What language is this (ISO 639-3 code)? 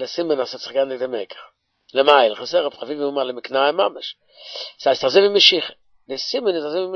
yid